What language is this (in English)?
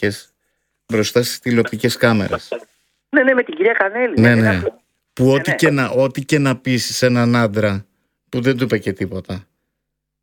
Greek